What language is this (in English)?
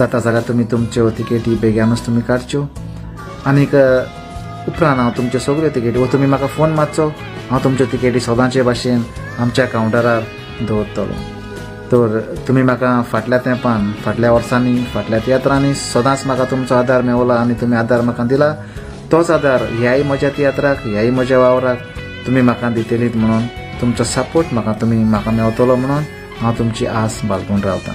Konkani